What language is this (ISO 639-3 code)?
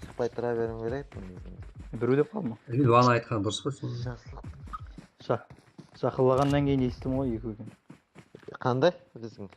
kaa